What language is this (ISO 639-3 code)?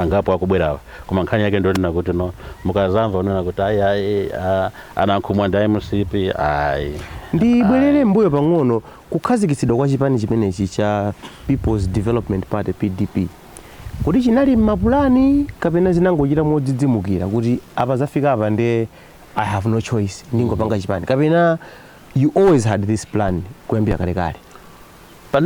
nya